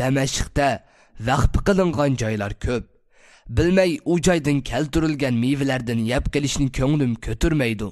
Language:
Uyghur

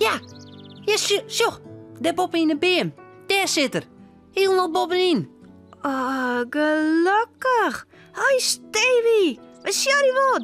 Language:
Western Frisian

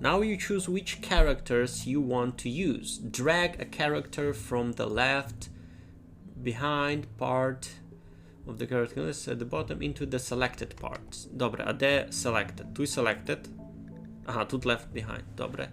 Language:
Rusyn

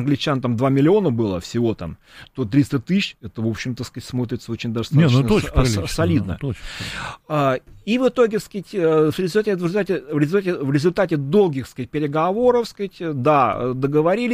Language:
Russian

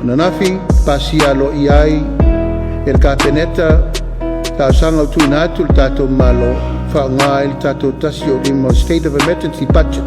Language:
Samoan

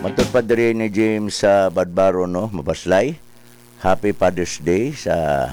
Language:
Cebuano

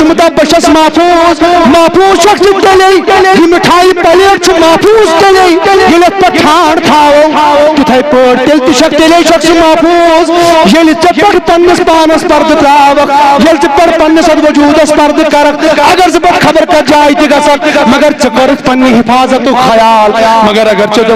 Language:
Kashmiri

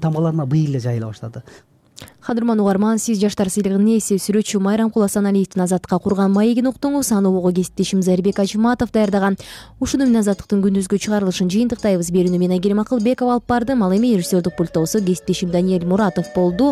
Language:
Kyrgyz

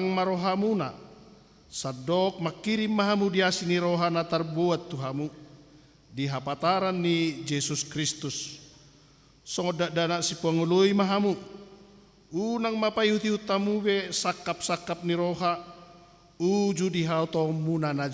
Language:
Batak Toba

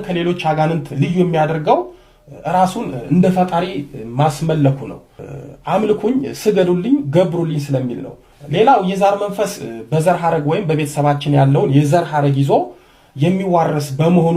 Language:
Amharic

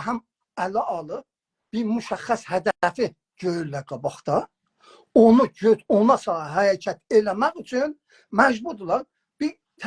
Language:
South Azerbaijani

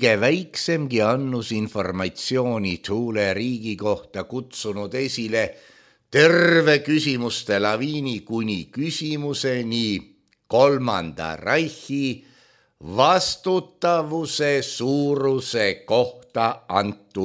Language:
Estonian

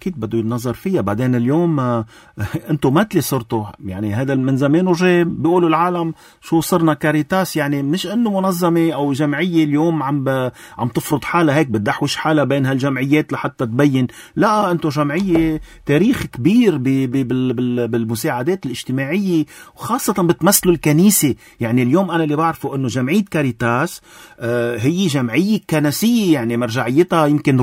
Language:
North Levantine Arabic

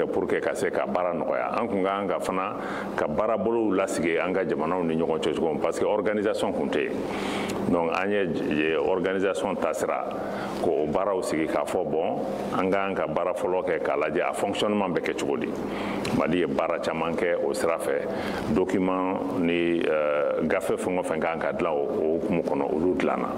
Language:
Bambara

